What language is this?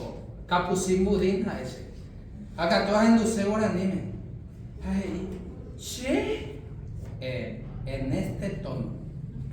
Guarani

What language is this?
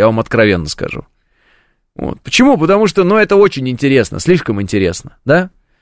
Russian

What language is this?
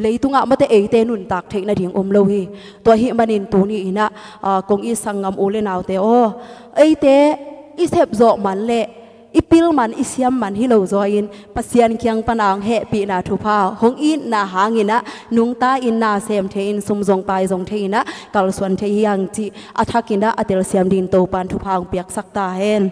Tedim Chin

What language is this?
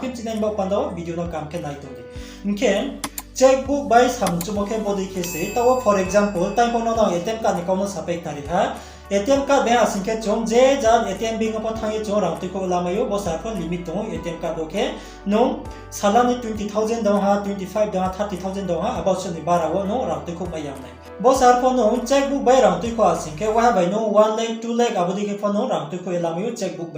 Riang (India)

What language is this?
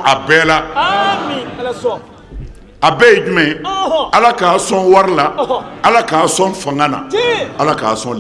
Bambara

